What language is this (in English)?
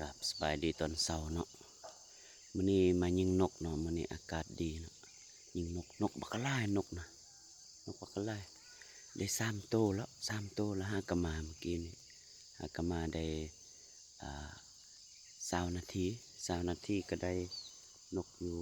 Lao